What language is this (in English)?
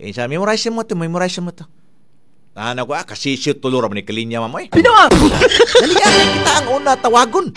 Cebuano